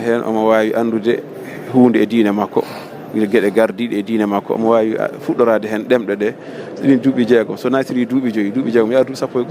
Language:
Fula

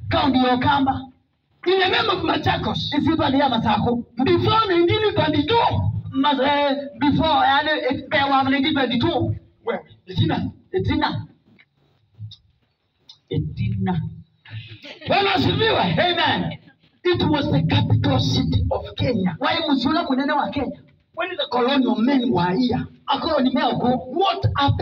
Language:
Swahili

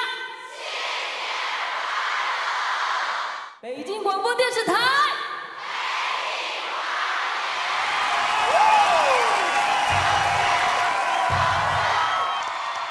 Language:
Chinese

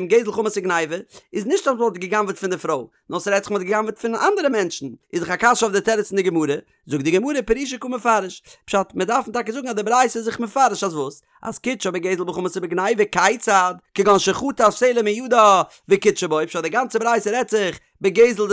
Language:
Yiddish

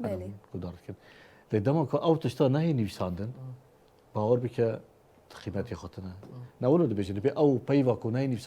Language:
Kurdish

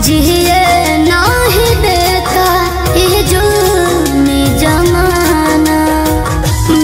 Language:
Bhojpuri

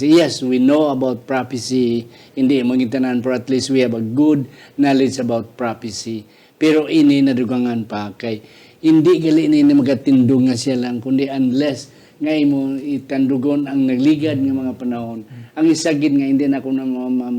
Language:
Hiligaynon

